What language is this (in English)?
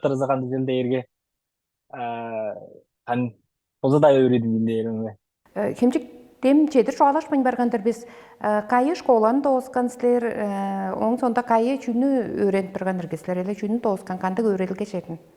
Tuvinian